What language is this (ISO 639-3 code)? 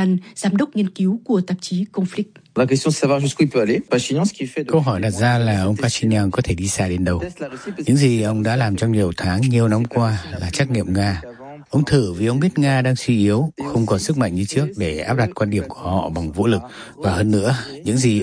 vie